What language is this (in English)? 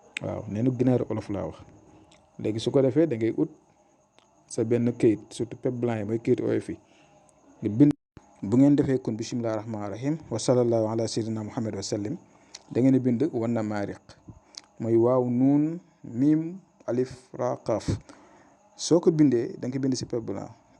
Wolof